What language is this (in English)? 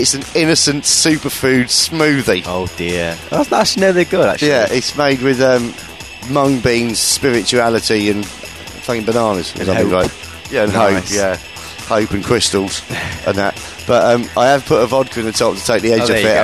English